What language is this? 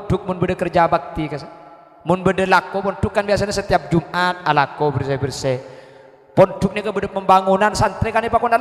Madurese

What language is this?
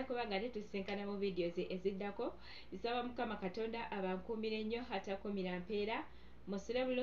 Ganda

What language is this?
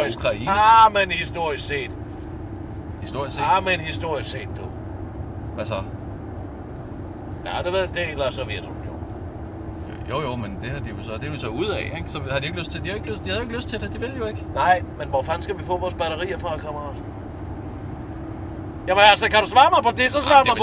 Danish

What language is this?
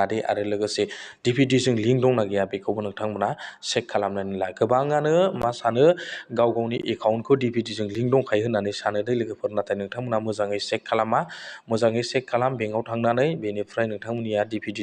Bodo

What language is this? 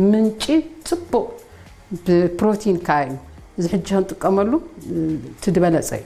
Tigrinya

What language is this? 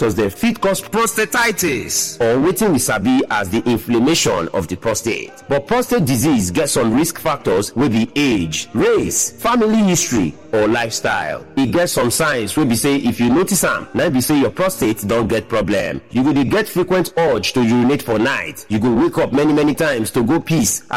Nigerian Pidgin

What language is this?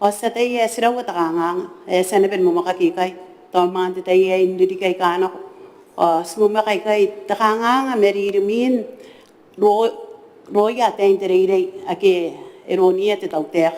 Gilbertese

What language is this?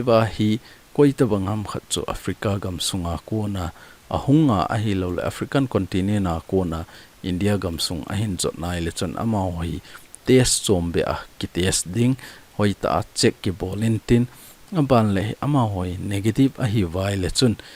Thado Chin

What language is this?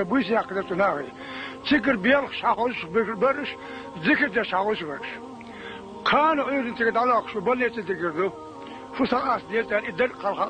Chechen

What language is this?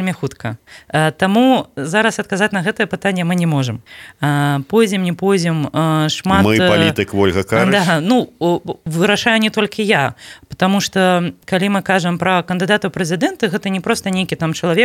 Belarusian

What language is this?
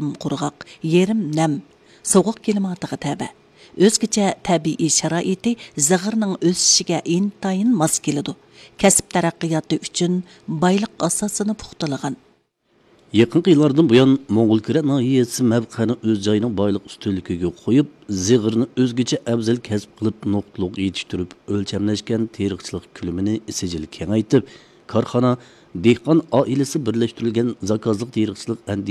Uyghur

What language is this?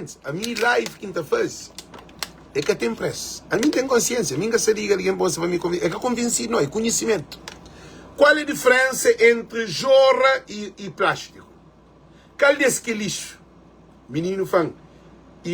Kabuverdianu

